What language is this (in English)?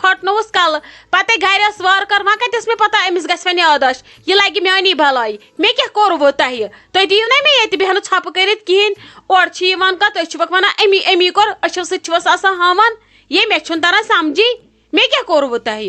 Kashmiri